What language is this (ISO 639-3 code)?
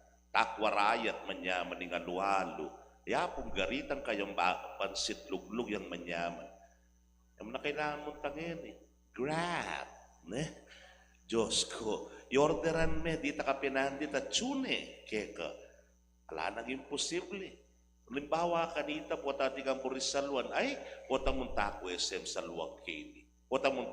pam